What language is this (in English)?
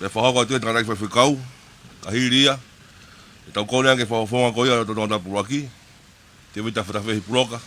Tongan